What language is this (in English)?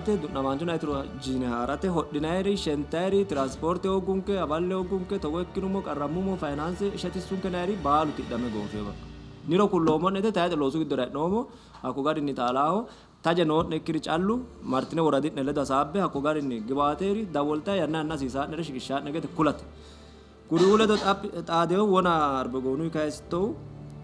Sidamo